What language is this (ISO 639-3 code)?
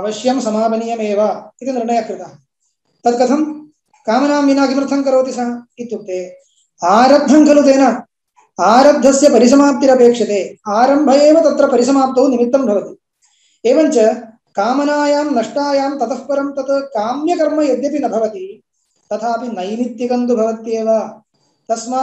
san